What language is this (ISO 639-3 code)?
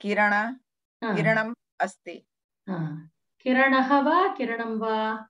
san